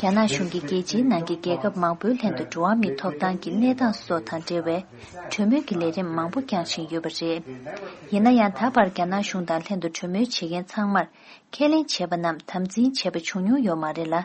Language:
Tibetan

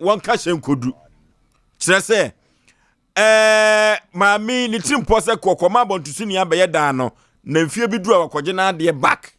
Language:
Akan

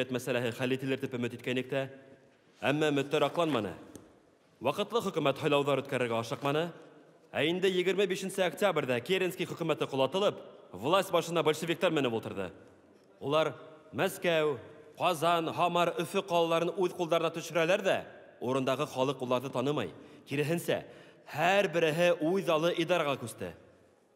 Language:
Bashkir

